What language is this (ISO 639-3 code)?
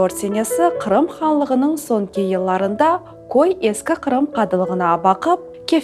crh